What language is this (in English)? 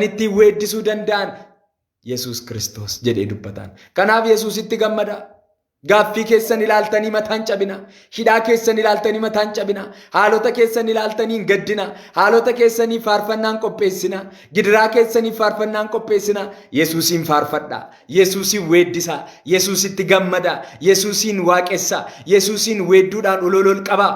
Oromo